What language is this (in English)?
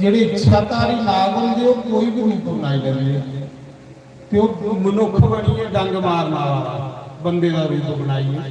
Dogri